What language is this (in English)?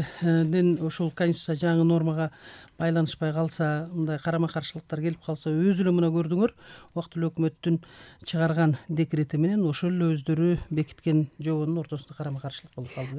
Kyrgyz